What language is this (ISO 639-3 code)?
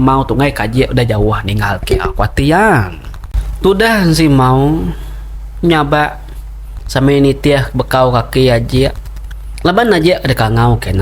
iba